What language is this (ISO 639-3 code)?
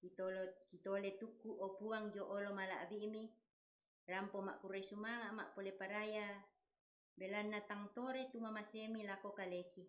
sda